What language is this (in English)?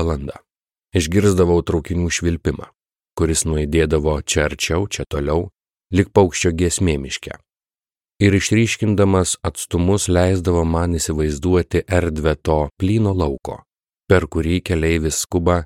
Lithuanian